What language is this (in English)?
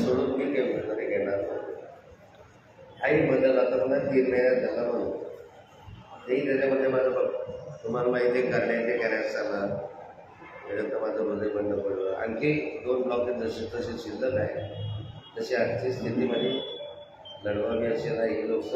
Marathi